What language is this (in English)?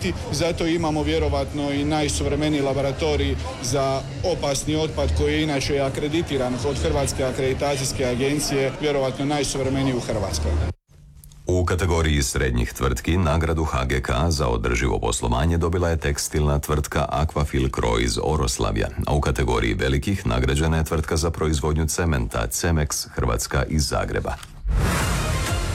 Croatian